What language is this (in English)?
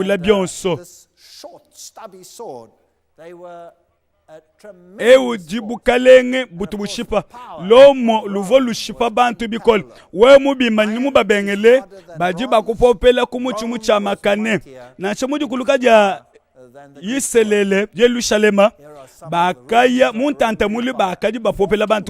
Luba-Lulua